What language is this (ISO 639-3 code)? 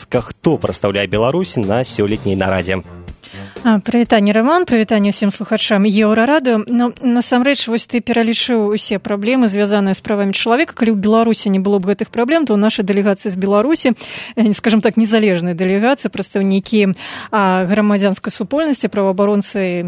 bel